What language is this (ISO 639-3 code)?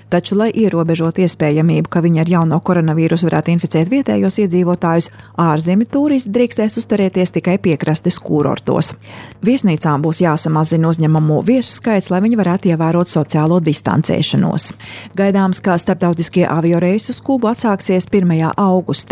lav